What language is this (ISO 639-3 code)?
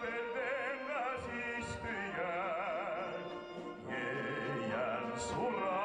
bak